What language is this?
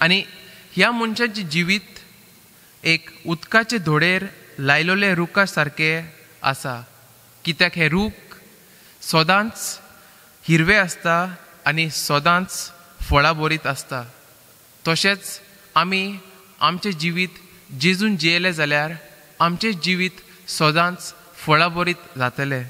Konkani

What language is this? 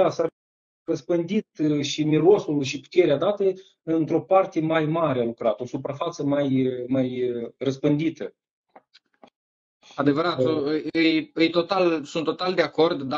Romanian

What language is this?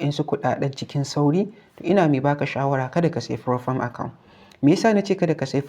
Hausa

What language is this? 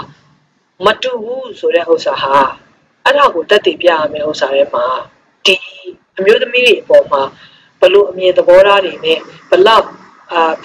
Burmese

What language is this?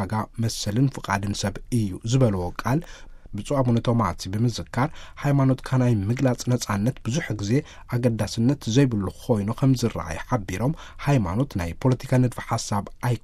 Tigrinya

